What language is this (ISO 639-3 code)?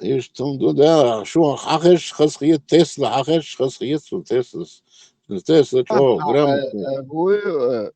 che